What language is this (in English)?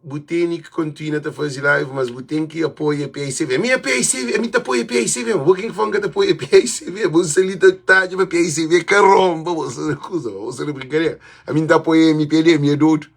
Kabuverdianu